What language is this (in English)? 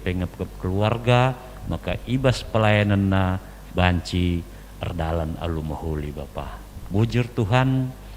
Batak Karo